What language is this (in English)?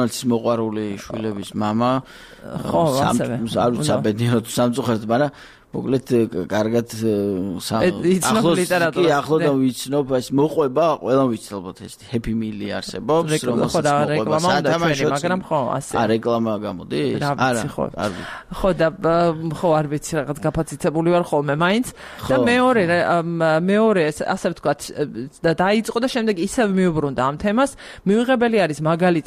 Georgian